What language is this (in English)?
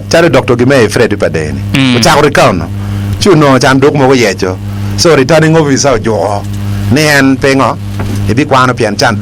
Acoli